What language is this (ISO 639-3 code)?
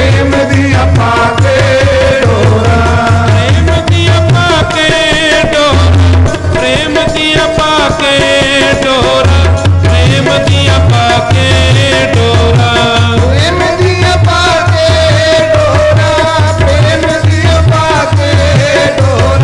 pan